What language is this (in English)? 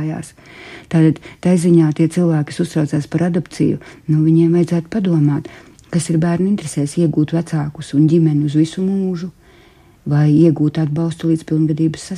Latvian